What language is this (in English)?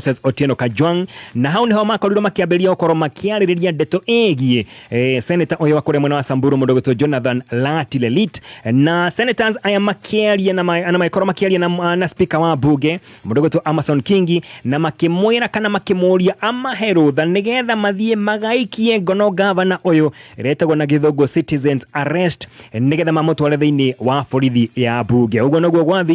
Kikuyu